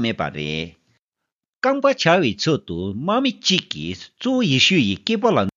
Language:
Tibetan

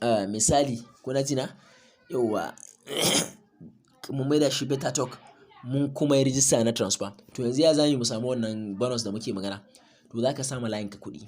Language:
Hausa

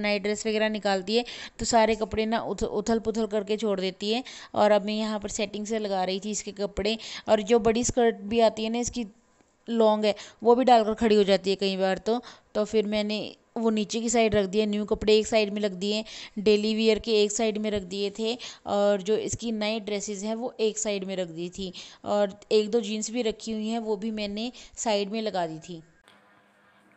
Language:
Hindi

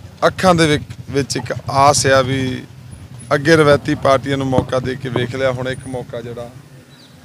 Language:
Punjabi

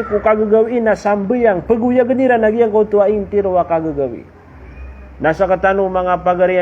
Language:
Maranao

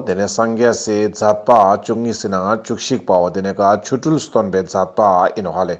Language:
Ladakhi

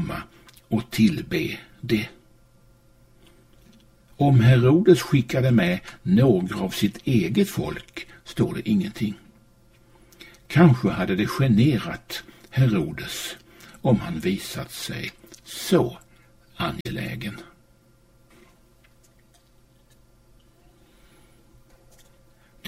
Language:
Swedish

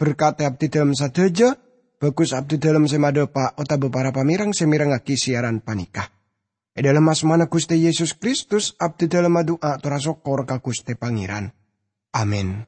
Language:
Madurese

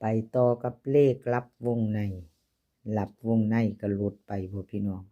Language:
Northeastern Thai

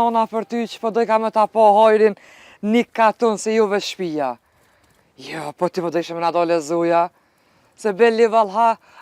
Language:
Albanian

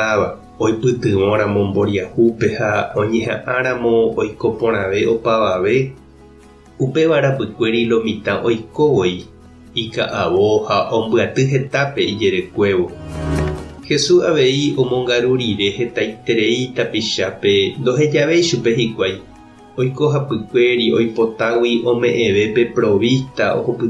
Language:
Guarani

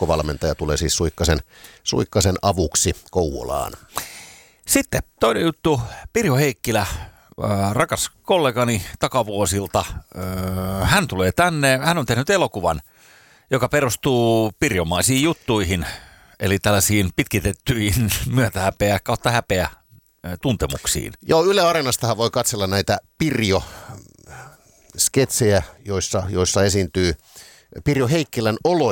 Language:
Finnish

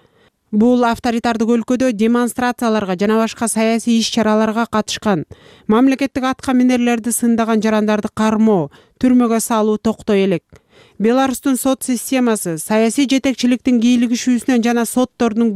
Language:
Kyrgyz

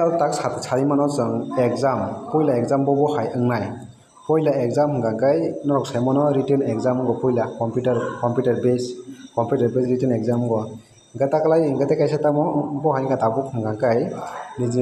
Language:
Kok Borok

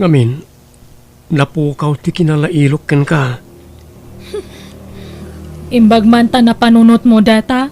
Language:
Iloko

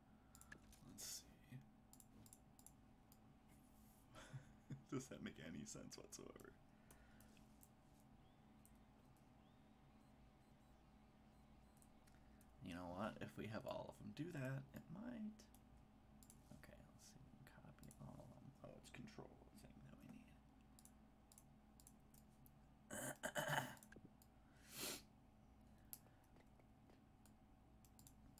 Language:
English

